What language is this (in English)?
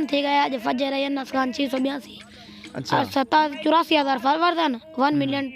Saraiki